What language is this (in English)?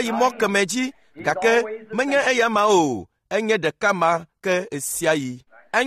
Ewe